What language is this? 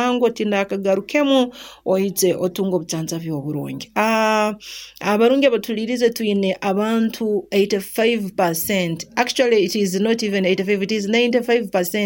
Nyoro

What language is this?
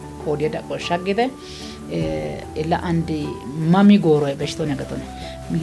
Kafa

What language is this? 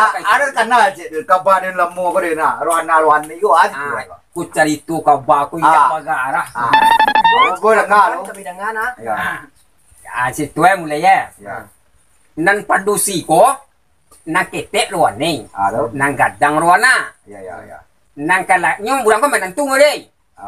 Minangkabau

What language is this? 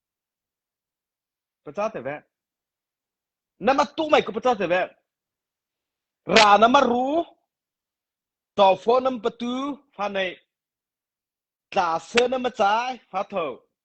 Mara Chin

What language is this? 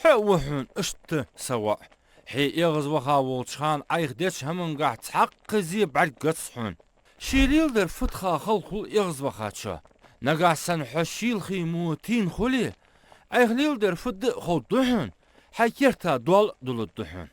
Ingush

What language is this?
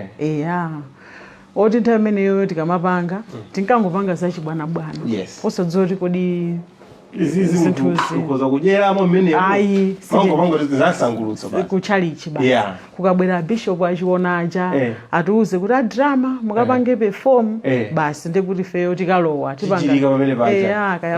Nyanja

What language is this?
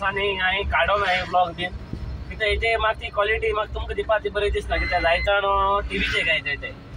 Konkani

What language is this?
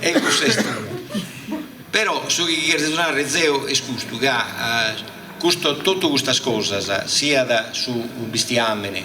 Sardinian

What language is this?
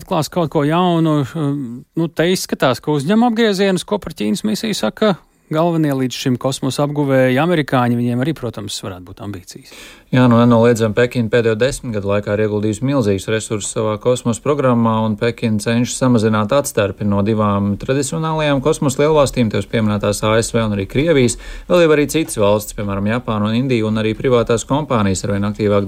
Latvian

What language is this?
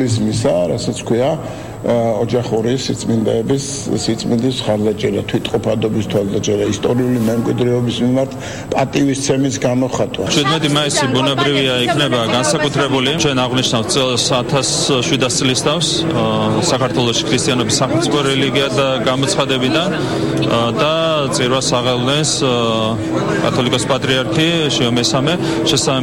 Georgian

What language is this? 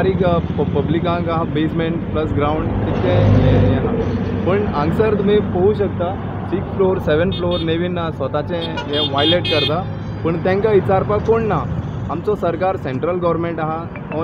Konkani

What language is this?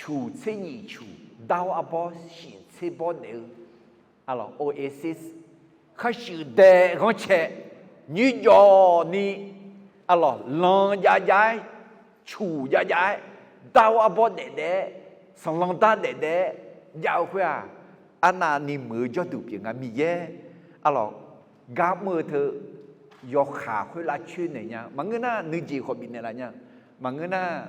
Akha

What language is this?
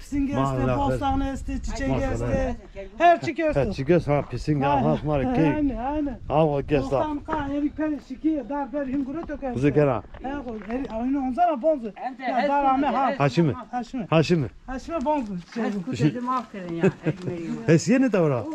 Zaza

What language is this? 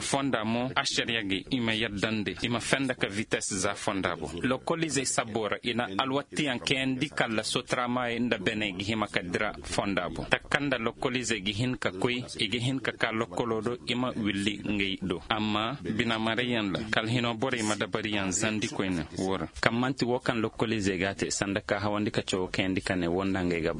Koyraboro Senni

